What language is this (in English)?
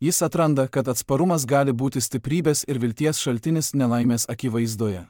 Lithuanian